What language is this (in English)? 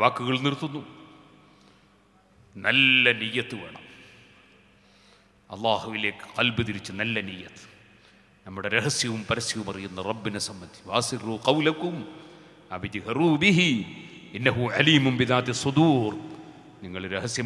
Malayalam